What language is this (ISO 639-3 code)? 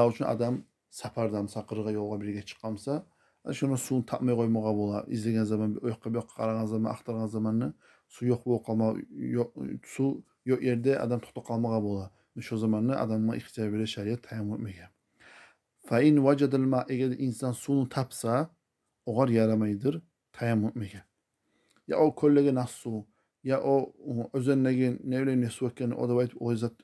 kum